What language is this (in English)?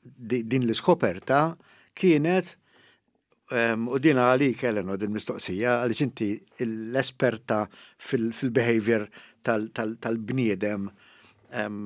Maltese